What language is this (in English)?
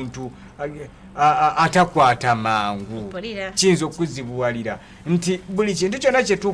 Ganda